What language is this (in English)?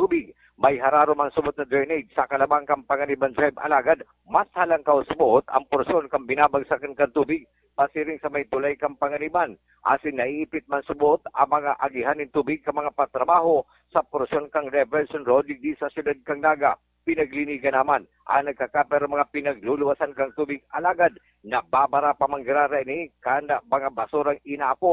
Bikol